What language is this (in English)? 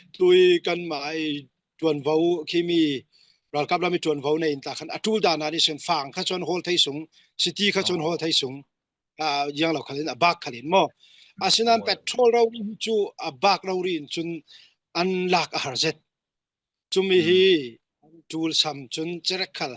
Falam Chin